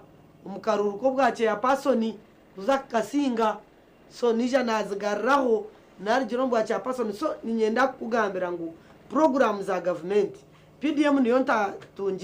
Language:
Nyankole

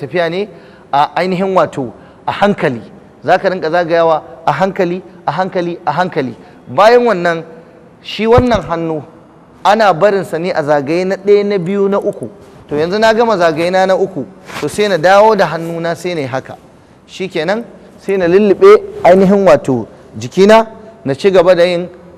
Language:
Hausa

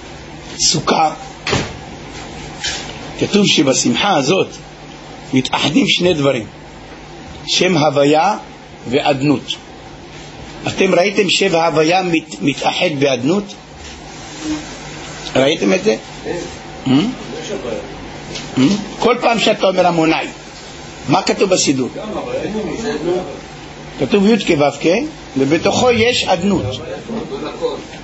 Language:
Hebrew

